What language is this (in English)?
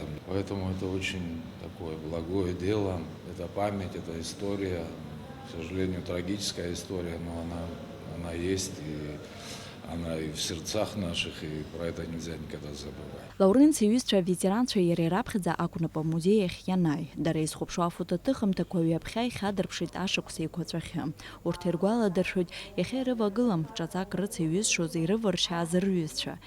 Abkhazian